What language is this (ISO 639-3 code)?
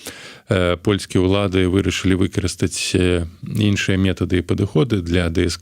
bel